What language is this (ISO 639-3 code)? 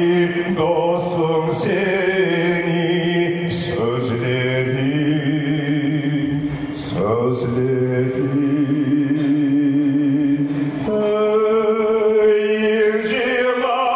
kum